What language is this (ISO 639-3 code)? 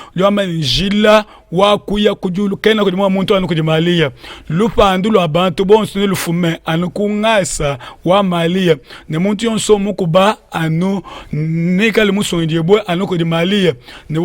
lua